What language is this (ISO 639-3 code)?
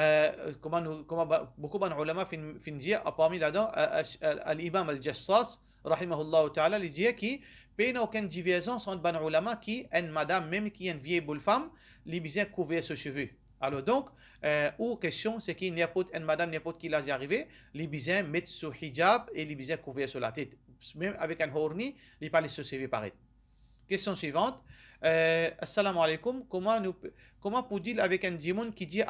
mfe